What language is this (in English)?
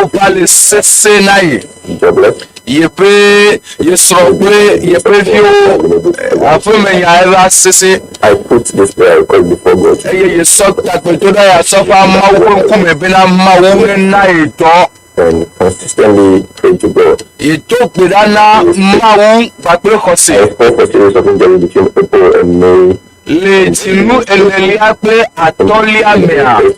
Ewe